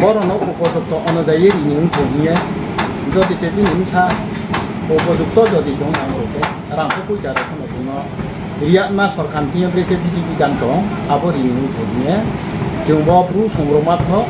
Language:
Riang (India)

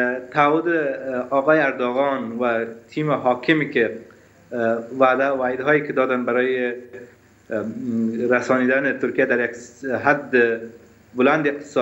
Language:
Persian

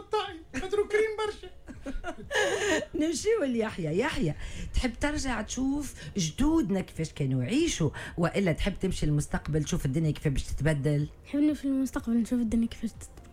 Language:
Tunisian Arabic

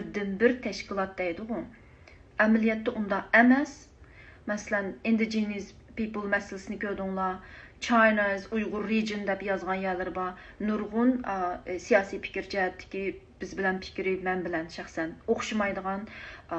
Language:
Uyghur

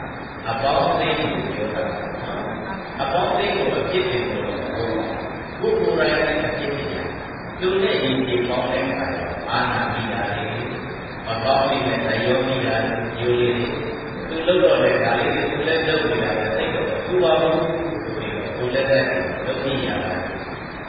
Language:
Burmese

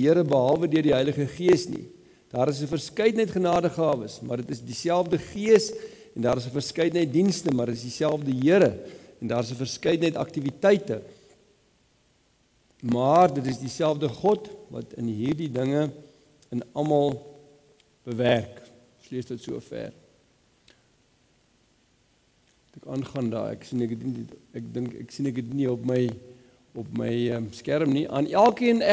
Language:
Afrikaans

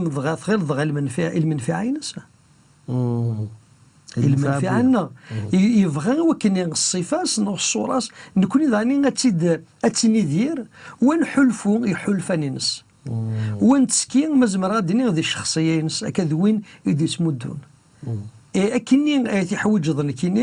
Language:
Kabyle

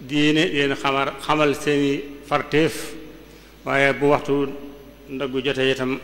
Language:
Wolof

